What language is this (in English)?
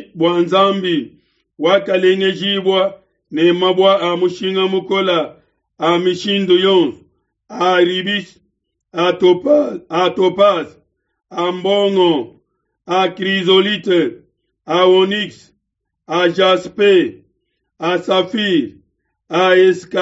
Luba-Lulua